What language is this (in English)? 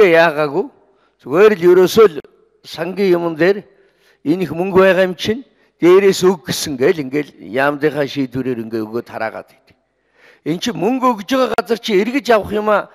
Mongolian